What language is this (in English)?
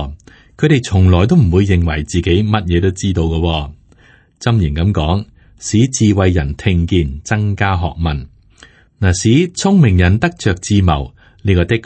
Cantonese